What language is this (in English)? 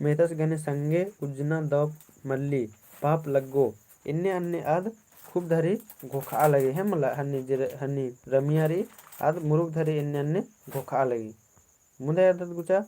Kurukh